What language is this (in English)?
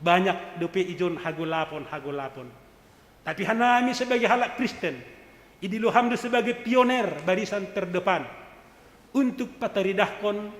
Batak Simalungun